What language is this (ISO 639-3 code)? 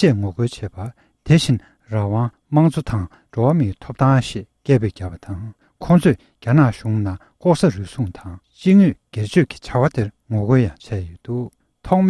bod